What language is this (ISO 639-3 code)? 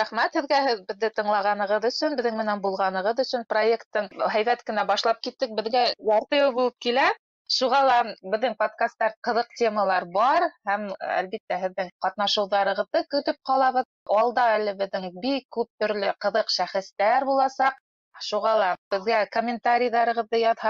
bak